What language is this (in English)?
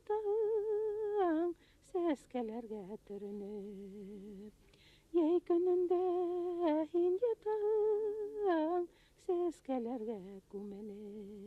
Bashkir